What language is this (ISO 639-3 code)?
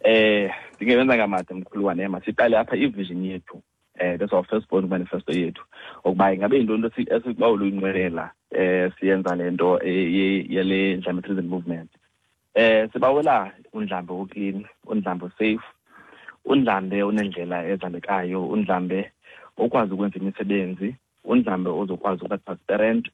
xho